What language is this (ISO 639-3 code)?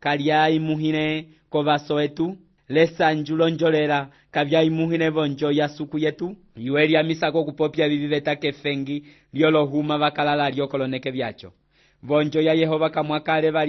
umb